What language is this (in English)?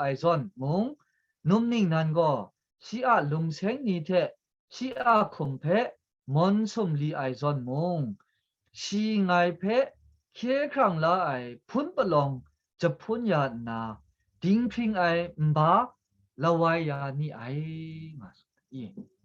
Kachin